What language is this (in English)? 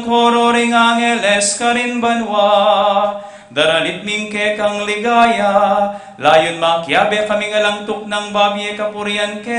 Pampanga